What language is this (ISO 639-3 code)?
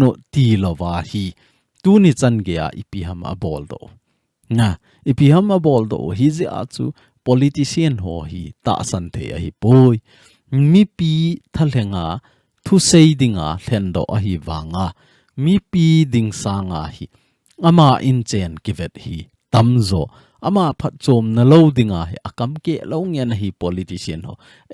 tcz